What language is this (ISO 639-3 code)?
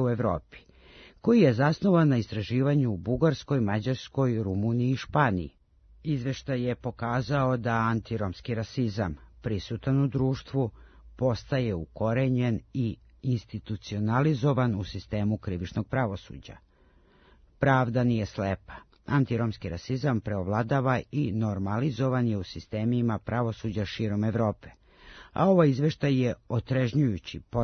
srp